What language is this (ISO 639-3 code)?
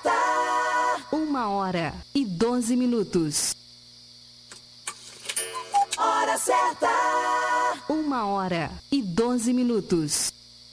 por